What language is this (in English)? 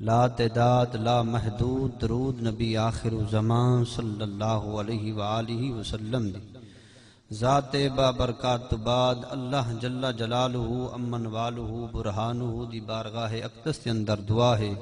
Saraiki